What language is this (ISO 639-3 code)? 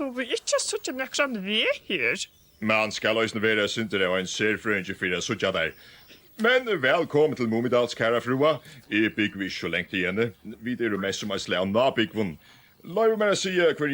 fao